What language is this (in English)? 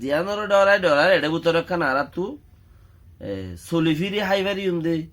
Rohingya